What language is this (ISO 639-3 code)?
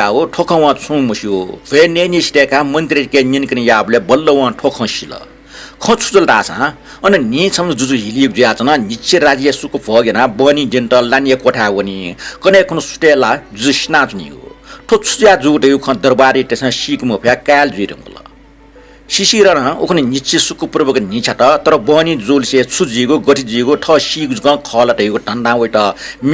new